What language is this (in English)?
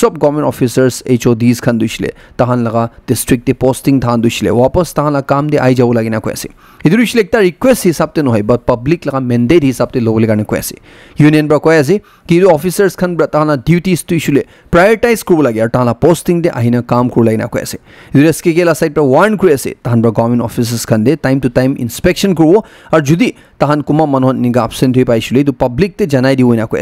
Naga Pidgin